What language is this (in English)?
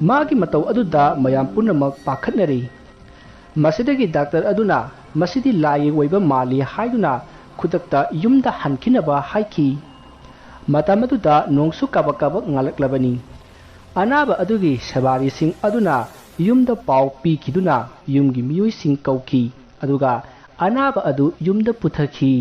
Manipuri